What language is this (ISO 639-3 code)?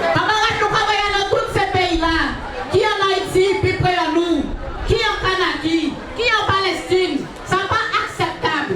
gcf